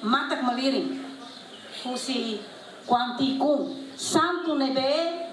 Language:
Tetum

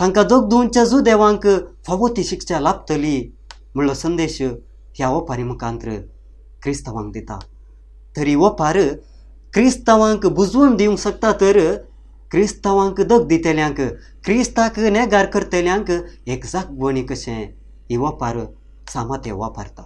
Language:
Konkani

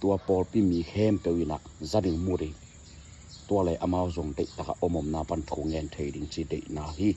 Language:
Tedim Chin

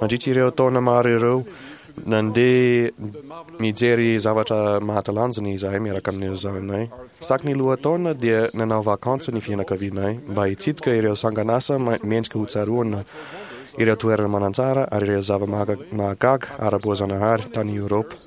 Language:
Malagasy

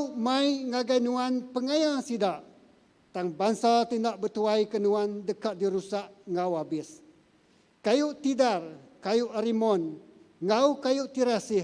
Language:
Iban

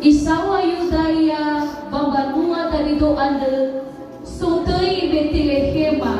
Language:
Nias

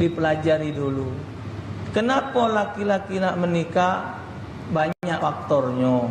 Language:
Musi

